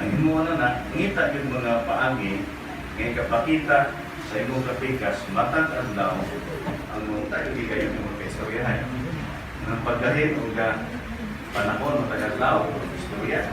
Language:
Cebuano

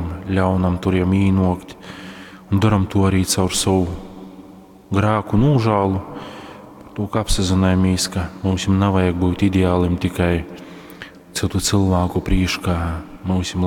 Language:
Latgalian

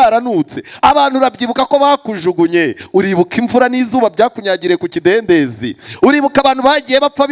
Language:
Kinyarwanda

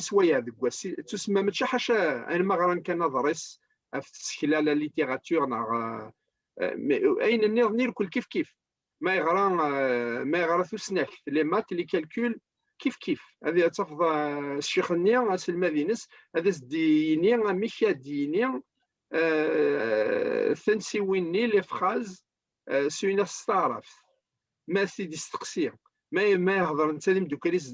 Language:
Kabyle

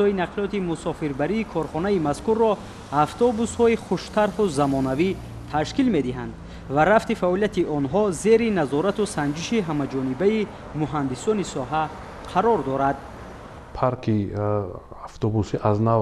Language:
Tajik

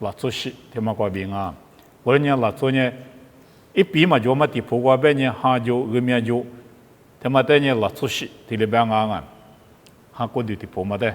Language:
Lisu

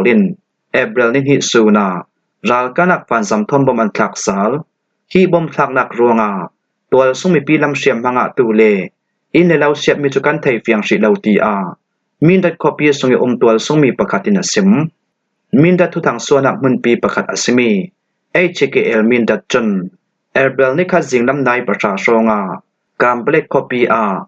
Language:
Falam Chin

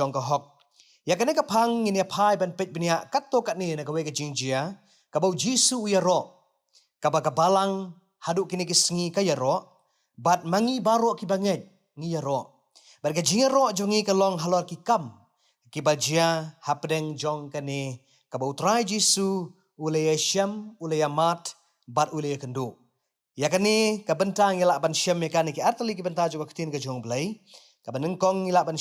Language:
Khasi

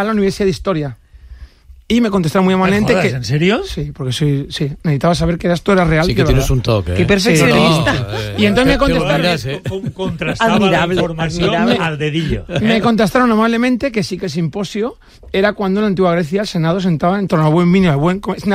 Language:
Catalan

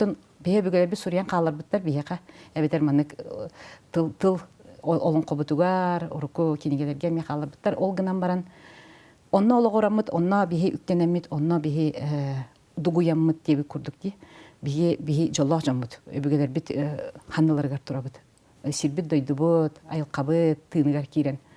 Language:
Yakut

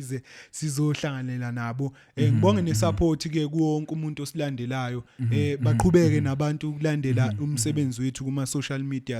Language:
Zulu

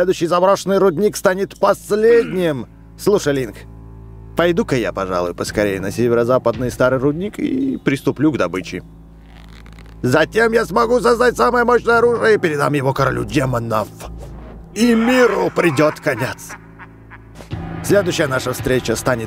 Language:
Russian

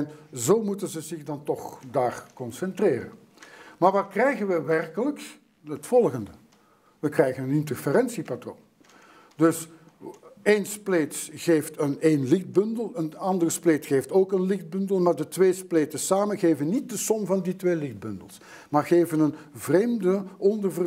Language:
Dutch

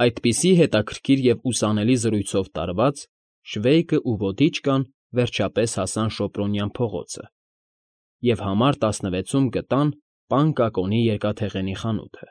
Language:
Armenian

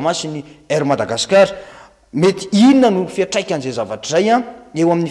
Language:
Malagasy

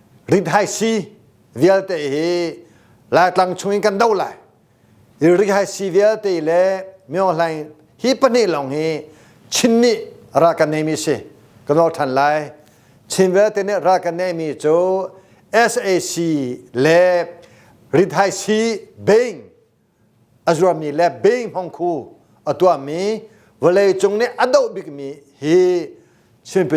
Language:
Hakha Chin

